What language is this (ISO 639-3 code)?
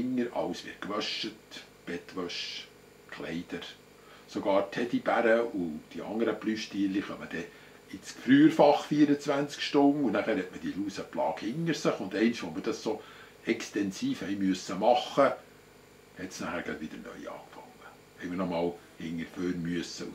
gsw